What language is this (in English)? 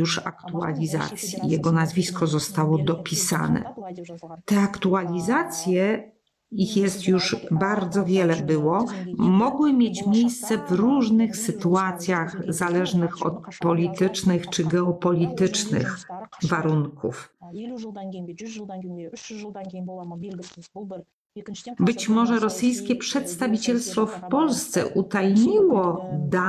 Polish